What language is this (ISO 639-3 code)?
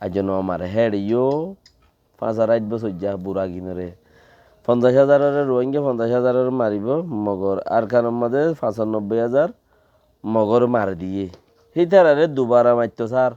rhg